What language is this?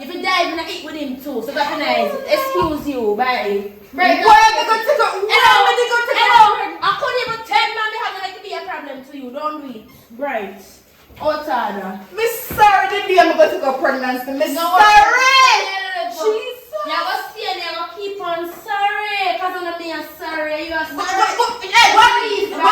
Jamaican Creole English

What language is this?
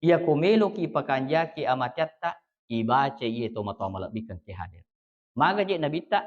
Buginese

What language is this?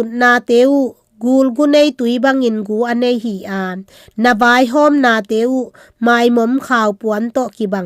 Tedim Chin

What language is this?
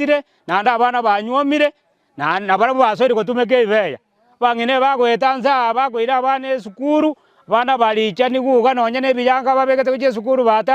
Gusii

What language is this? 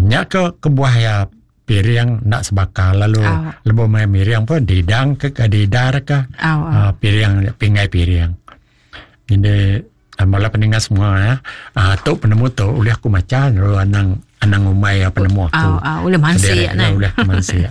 Iban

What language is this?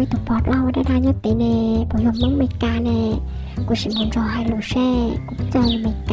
Hmong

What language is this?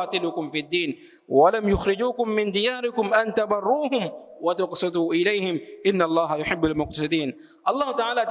Divehi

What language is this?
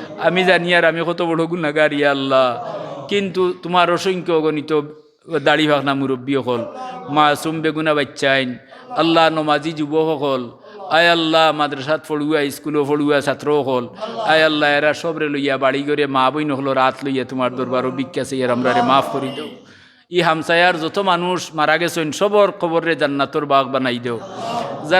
Sylheti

